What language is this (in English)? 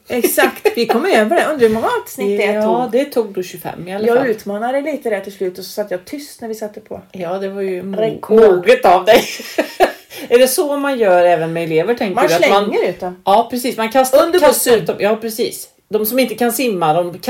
Swedish